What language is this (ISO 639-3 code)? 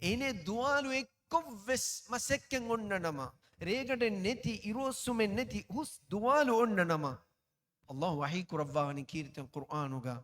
div